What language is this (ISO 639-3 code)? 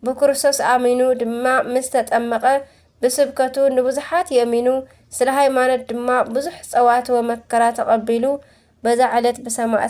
tir